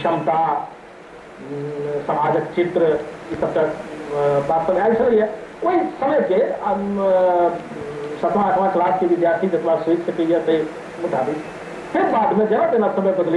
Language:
Maithili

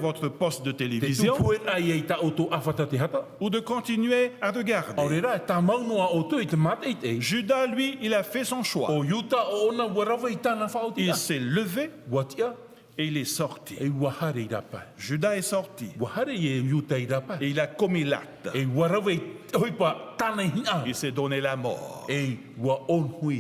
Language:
Tahitian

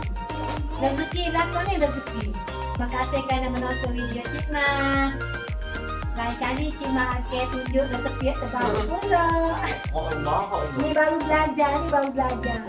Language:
Malay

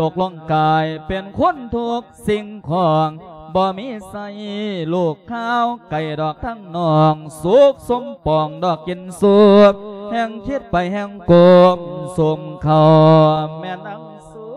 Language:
Lao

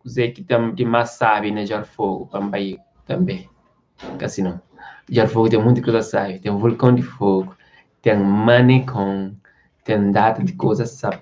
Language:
Kabuverdianu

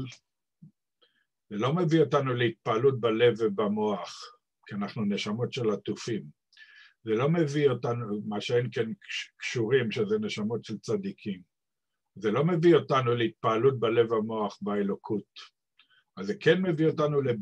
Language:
Hebrew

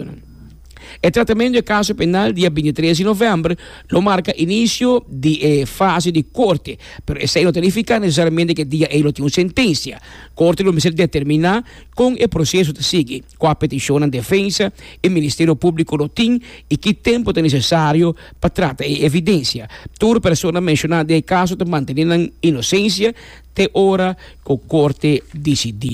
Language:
Papiamento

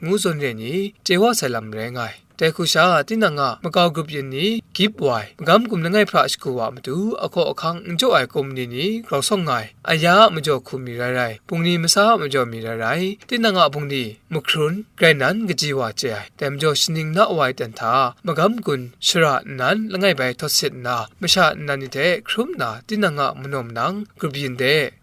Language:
Kachin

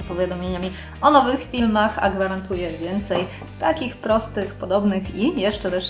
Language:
Polish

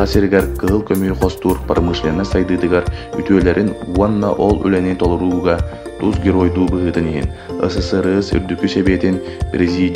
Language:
Yakut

